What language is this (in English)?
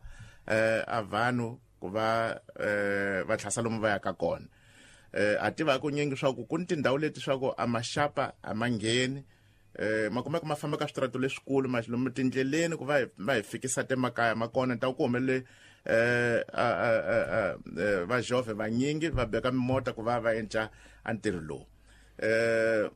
Tsonga